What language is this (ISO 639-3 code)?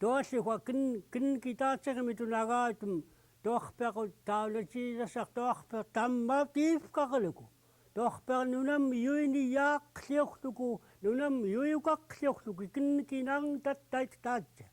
esu